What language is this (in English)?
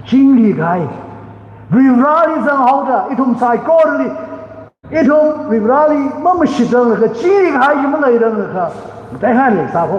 Tangkhul Naga (India)